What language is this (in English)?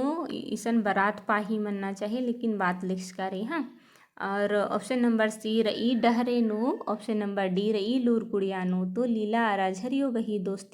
Kurukh